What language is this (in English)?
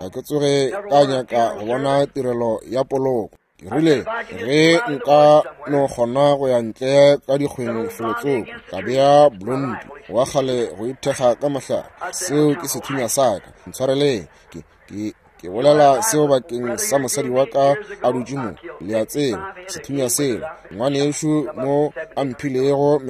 Northern Sotho